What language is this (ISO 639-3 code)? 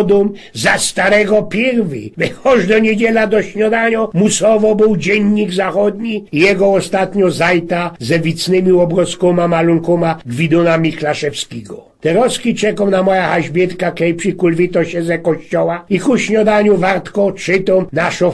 szl